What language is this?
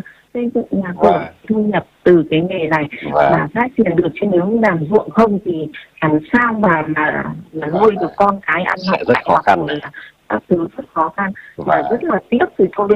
Vietnamese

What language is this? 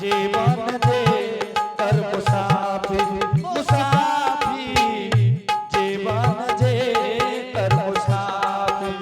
Angika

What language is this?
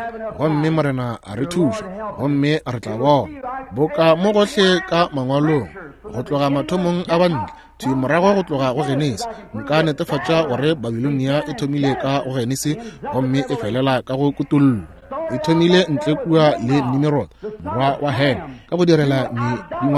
Northern Sotho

